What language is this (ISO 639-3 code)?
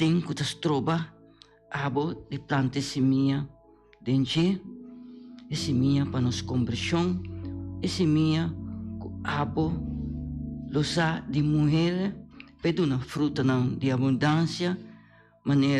pap